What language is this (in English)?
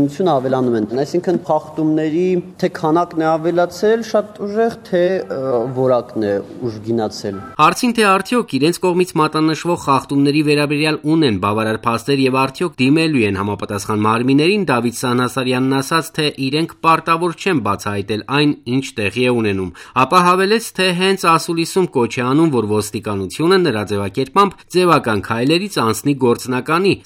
Armenian